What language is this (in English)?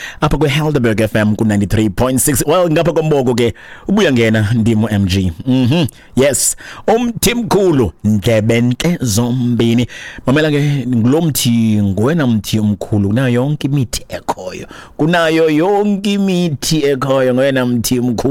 Xhosa